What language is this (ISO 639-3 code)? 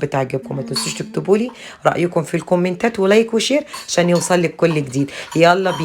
arz